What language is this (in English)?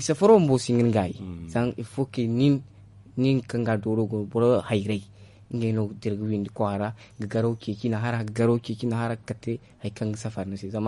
Zarma